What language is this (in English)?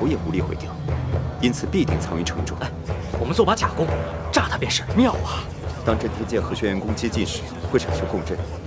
Chinese